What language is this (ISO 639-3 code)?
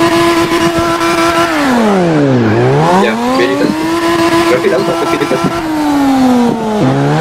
msa